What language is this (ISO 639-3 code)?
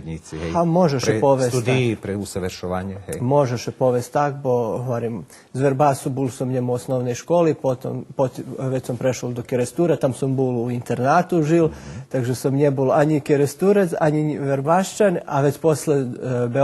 rue